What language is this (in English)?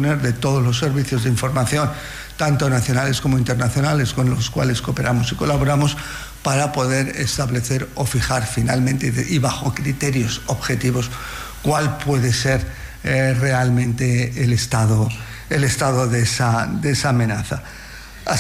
Spanish